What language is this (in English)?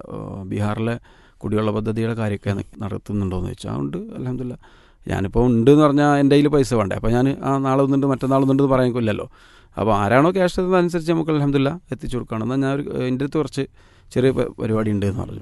Malayalam